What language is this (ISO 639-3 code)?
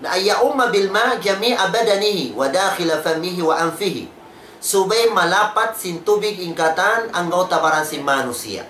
tsg